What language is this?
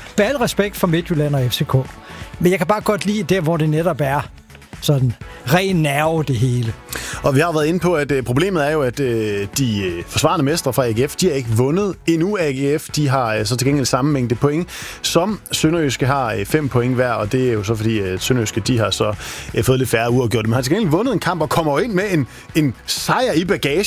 Danish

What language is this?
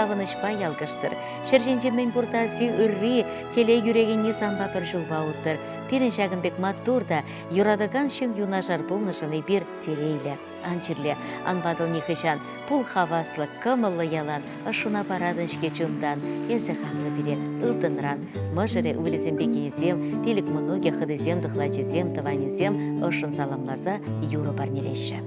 Chuvash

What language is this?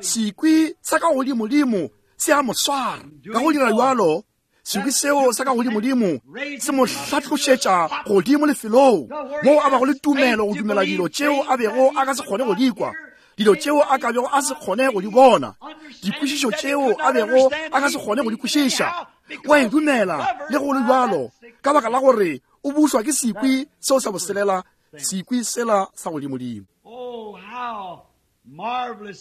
Northern Sotho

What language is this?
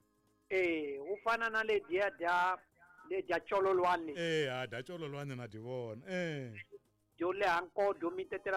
Tsonga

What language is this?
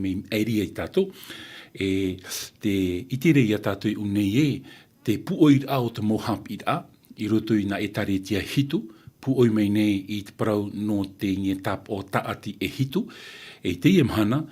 Tahitian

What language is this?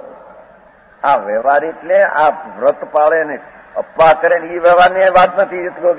Gujarati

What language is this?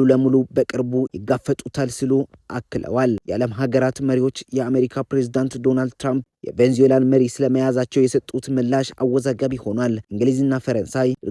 Amharic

